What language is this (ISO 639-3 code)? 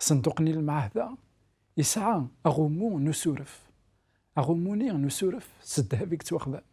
kab